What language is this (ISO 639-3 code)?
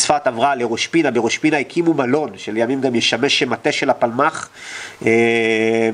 heb